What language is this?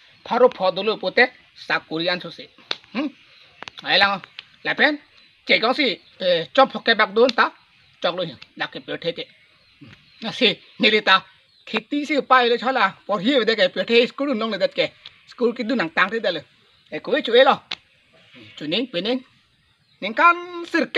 Karbi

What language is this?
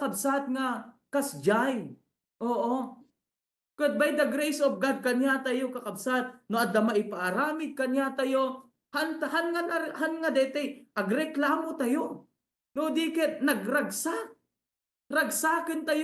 Iloko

